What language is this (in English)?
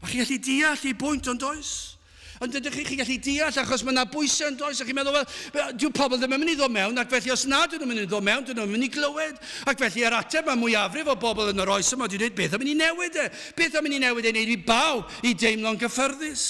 Welsh